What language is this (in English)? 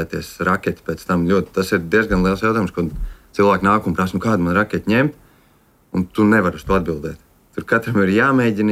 Latvian